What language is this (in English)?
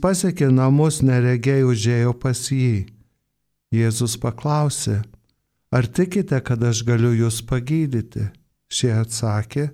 Lithuanian